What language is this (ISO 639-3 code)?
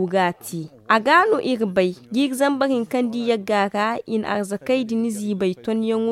dje